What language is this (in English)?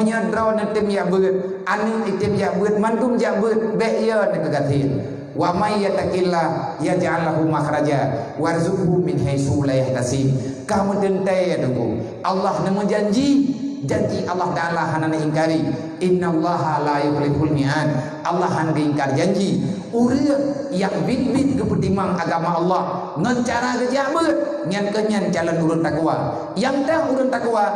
Achinese